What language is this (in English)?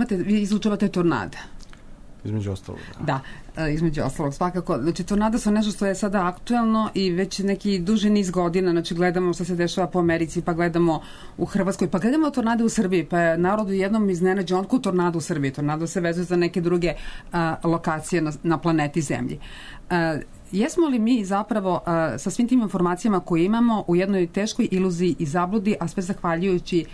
Serbian